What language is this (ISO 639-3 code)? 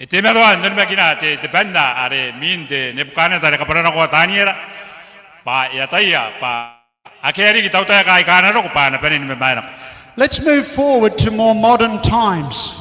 gil